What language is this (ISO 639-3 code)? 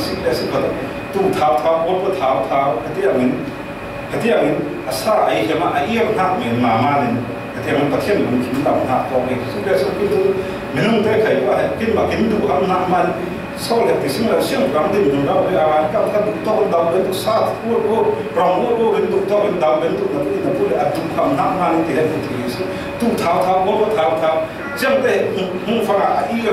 cfm